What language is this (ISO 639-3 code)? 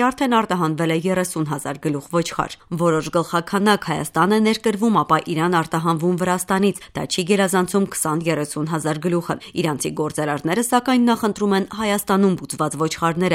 hye